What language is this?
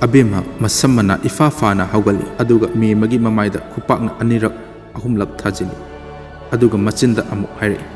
Manipuri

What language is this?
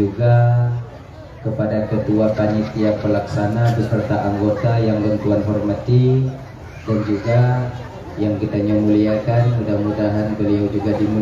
Achinese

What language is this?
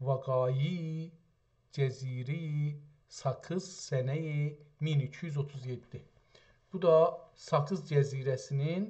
South Azerbaijani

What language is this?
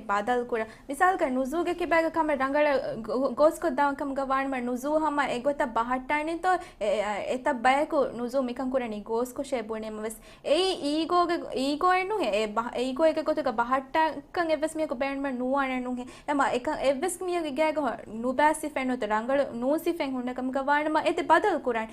Divehi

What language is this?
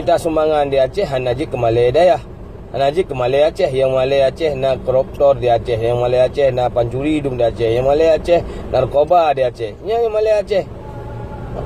Achinese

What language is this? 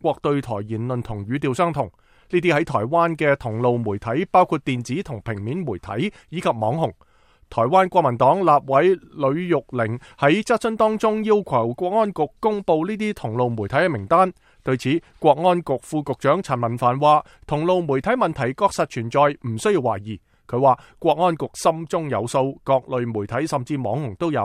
Cantonese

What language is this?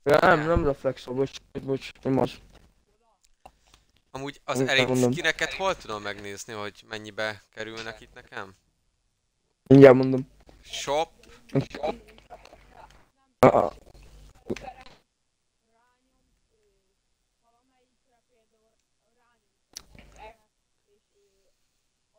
Hungarian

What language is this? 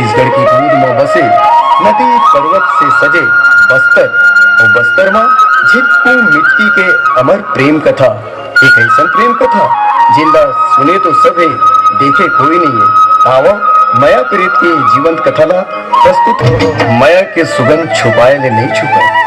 Chhattisgarhi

